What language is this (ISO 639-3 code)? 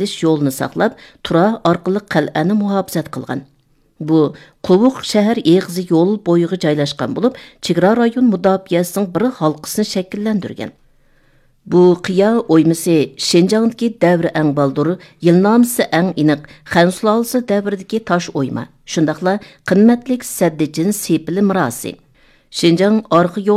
uig